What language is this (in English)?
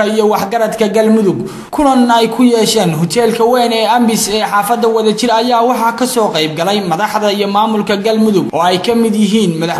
Somali